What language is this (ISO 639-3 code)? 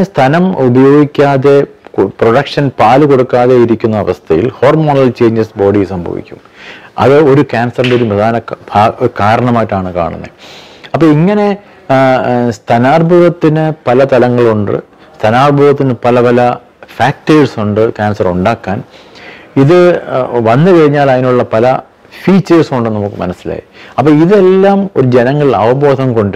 mal